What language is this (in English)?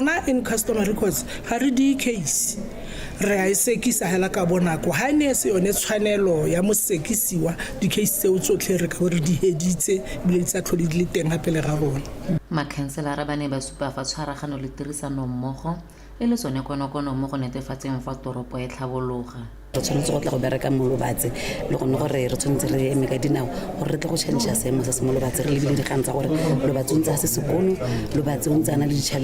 Tswana